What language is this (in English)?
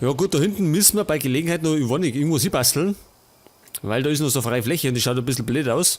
Bavarian